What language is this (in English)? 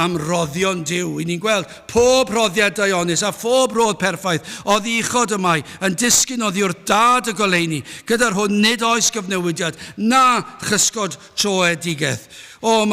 Welsh